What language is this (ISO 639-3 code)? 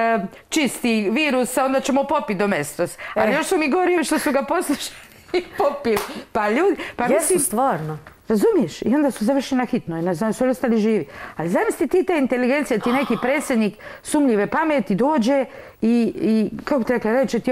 hrv